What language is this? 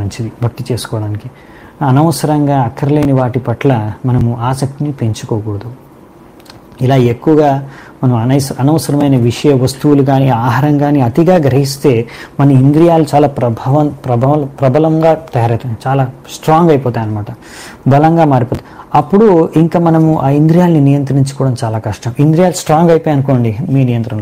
Telugu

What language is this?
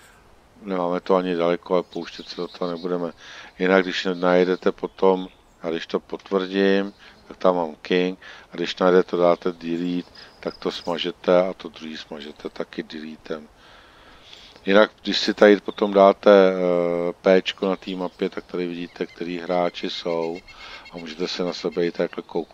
Czech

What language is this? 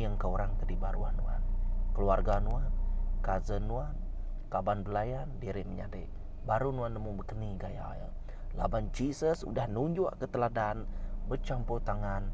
Iban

